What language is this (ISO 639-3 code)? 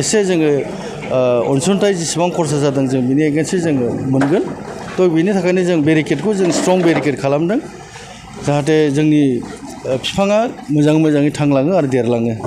brx